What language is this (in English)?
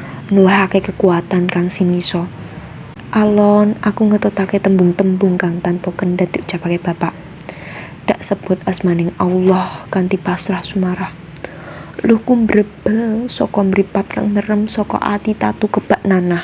Javanese